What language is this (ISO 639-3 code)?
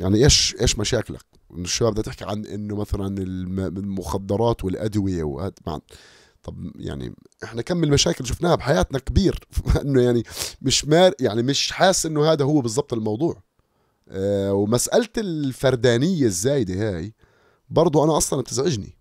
apc